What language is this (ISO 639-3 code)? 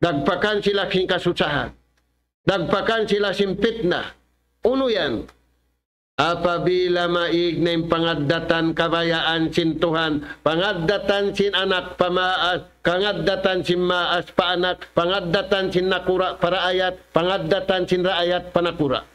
tsg